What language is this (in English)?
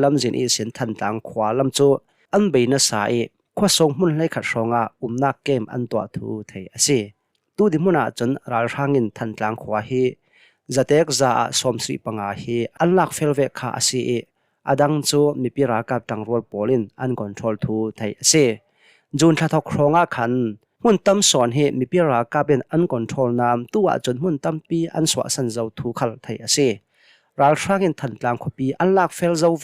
Hakha Chin